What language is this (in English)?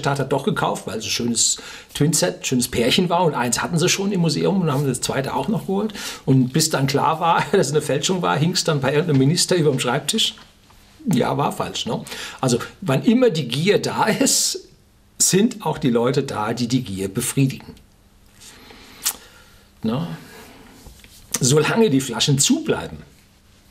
German